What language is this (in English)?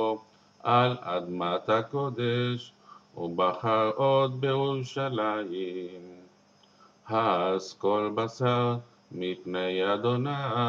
Hebrew